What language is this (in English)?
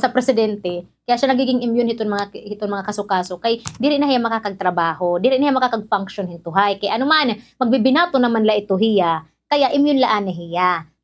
Waray